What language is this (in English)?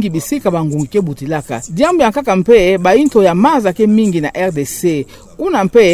Kituba (Democratic Republic of Congo)